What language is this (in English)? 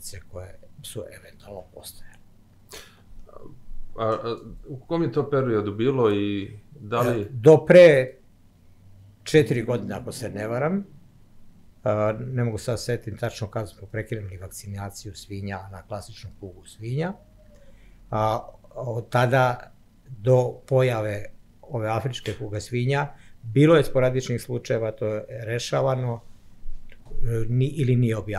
Serbian